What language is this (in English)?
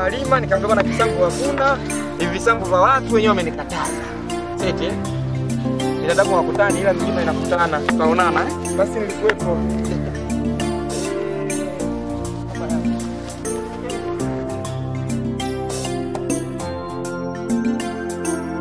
Swahili